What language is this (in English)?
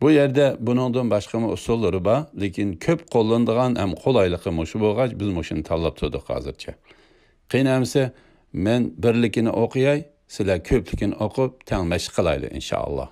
Uyghur